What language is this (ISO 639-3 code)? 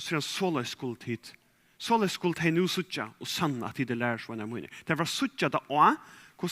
fao